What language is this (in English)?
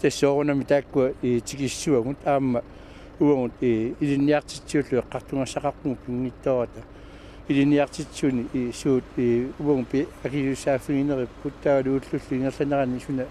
Kalaallisut